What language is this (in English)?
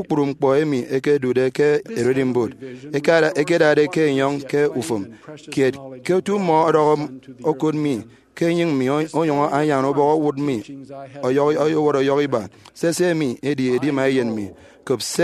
Efik